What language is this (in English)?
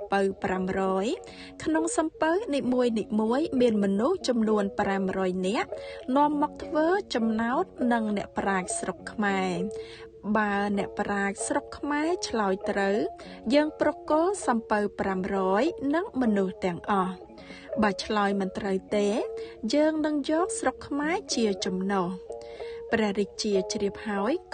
Khmer